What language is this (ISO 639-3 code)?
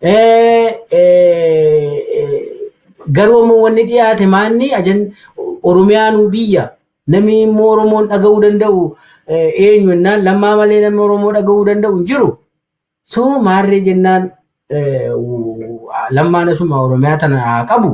orm